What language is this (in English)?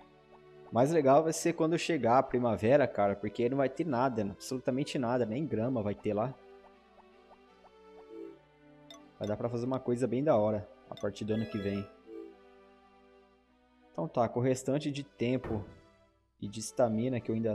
Portuguese